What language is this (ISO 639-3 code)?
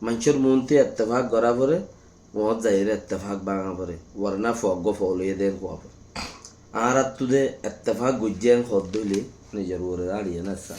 rhg